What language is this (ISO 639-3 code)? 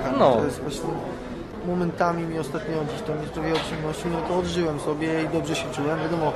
pol